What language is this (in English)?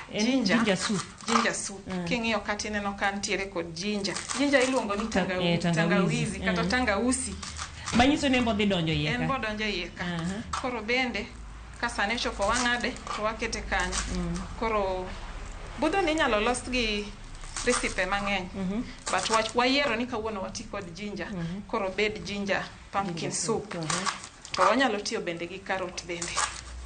Luo (Kenya and Tanzania)